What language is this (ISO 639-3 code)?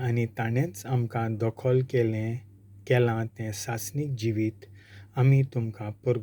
kok